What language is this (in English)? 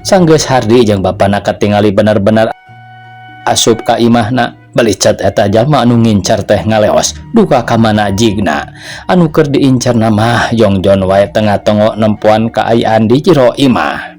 Sundanese